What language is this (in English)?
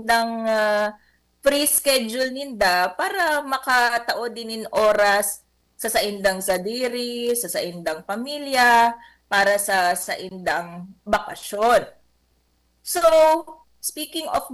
Bikol